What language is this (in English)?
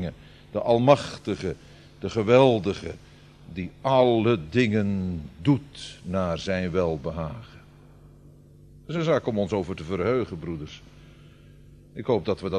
Dutch